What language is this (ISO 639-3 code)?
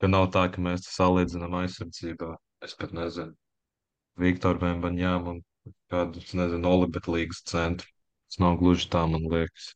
lav